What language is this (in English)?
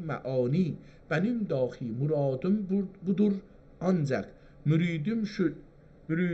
South Azerbaijani